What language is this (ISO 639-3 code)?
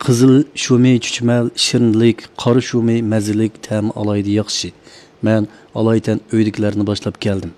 uig